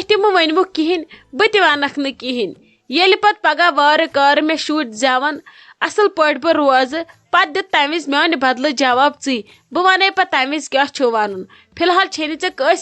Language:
Kashmiri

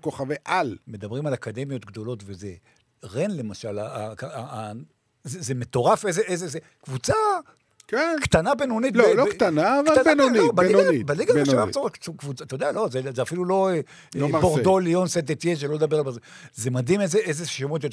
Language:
Hebrew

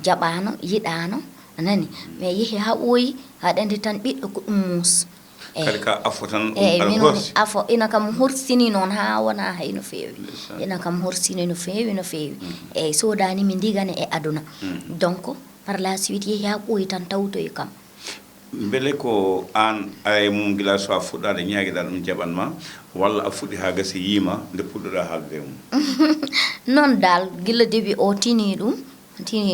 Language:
Fula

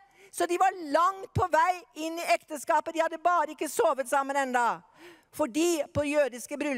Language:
Norwegian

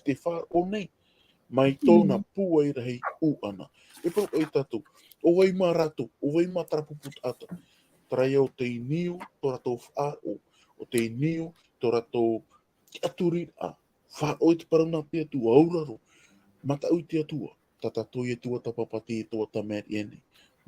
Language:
Tahitian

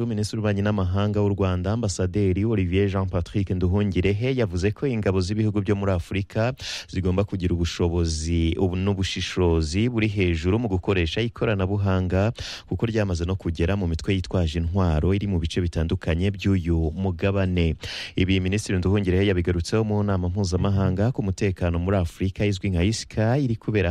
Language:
Kinyarwanda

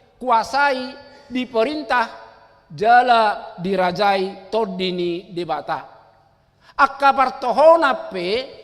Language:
Batak Toba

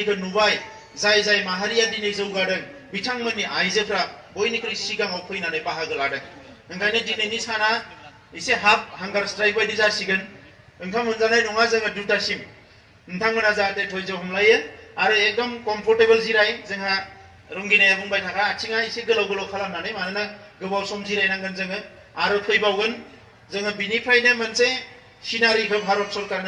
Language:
Bodo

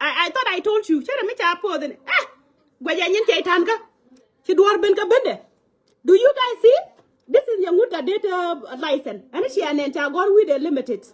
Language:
Nuer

